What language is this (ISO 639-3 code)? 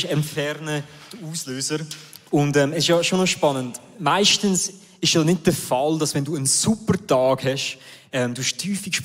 gsw